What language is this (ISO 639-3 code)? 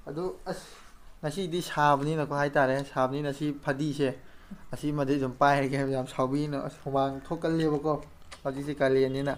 mni